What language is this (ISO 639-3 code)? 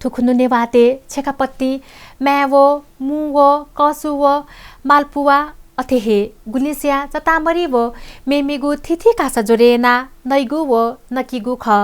new